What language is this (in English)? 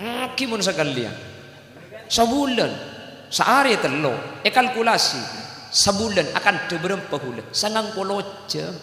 Madurese